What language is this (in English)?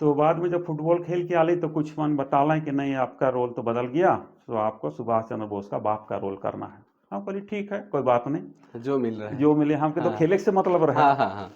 Sadri